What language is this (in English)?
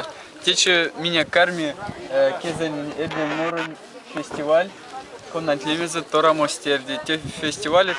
Erzya